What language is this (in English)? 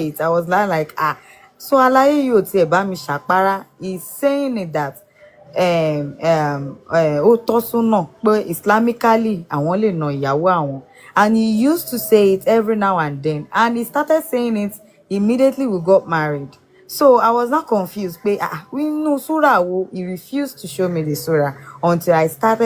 Yoruba